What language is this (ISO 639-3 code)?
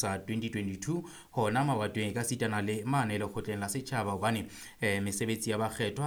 sot